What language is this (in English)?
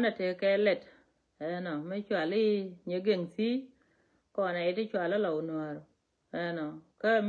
Nuer